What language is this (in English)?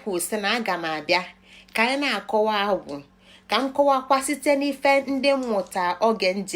Igbo